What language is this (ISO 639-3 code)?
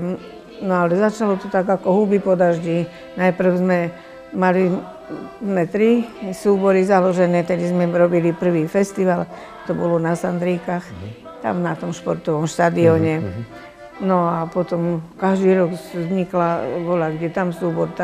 slk